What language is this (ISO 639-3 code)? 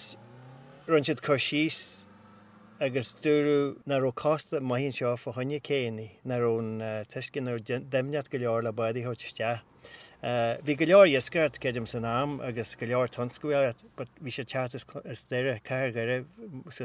gle